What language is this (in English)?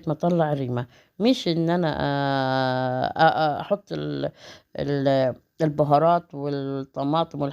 Egyptian Arabic